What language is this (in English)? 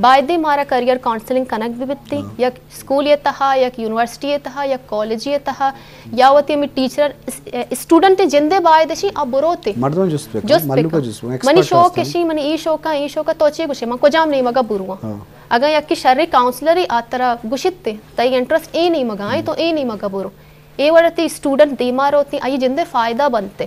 Eastern Balochi